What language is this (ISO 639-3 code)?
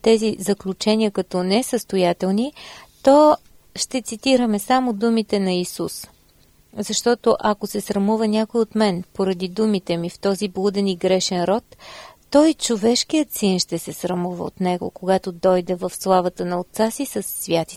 bul